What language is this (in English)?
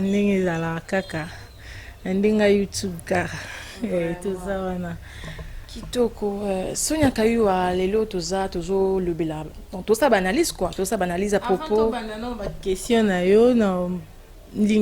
Lingala